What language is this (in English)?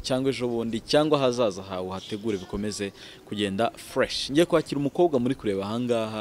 Kinyarwanda